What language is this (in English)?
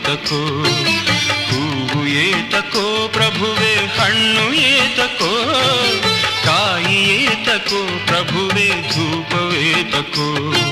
Kannada